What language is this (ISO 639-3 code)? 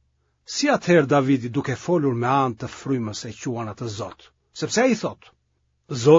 sqi